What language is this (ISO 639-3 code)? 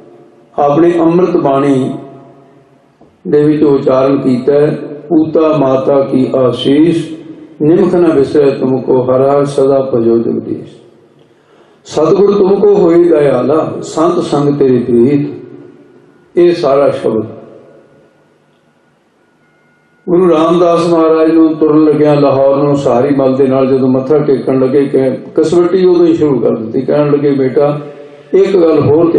pan